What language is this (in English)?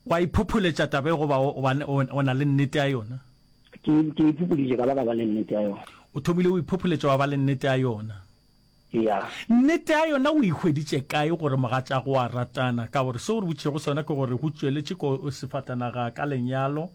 Northern Sotho